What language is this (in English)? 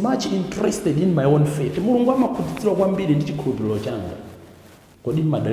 Nyanja